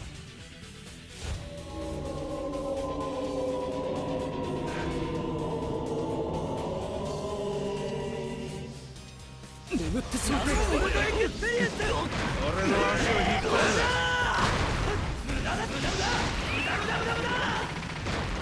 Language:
Japanese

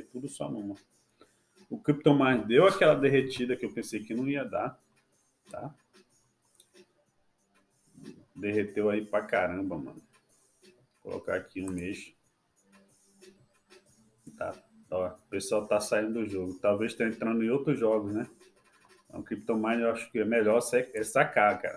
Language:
Portuguese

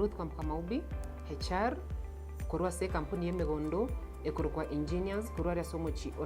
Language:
Gusii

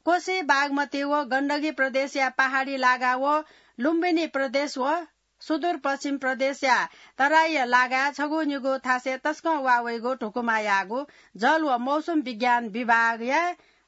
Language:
Newari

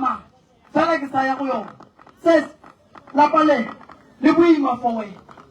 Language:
Northern Sotho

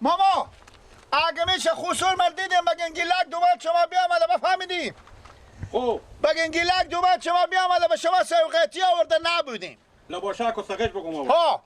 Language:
Persian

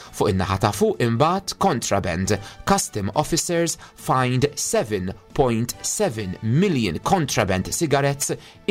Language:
Maltese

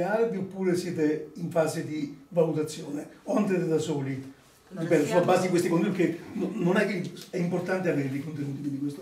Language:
Italian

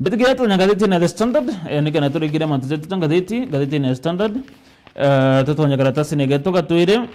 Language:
Meru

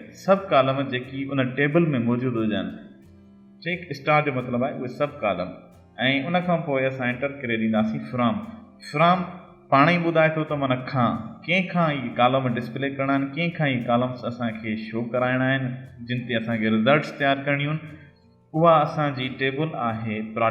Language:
Sindhi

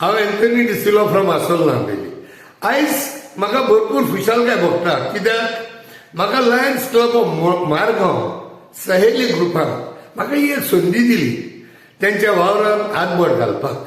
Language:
Konkani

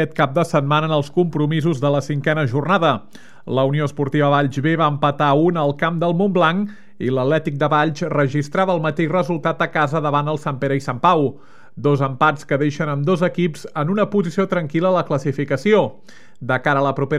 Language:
Catalan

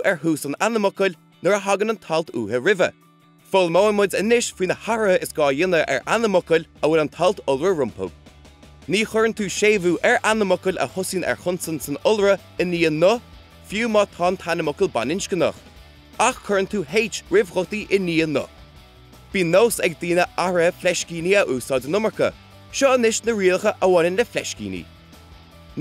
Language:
Irish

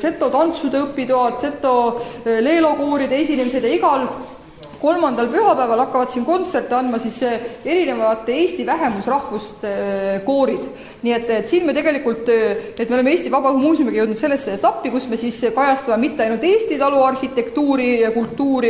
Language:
Estonian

